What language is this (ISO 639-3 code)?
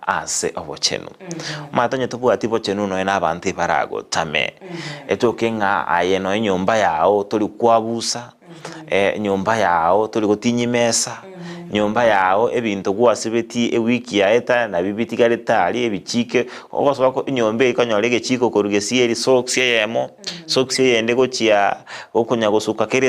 guz